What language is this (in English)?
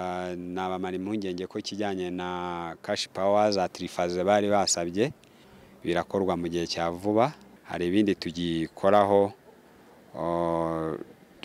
Kinyarwanda